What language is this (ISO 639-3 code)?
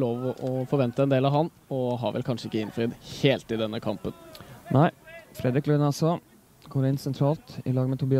nor